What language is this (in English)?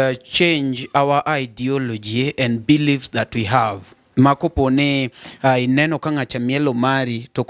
Luo (Kenya and Tanzania)